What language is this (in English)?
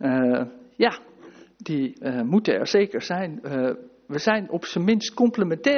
Dutch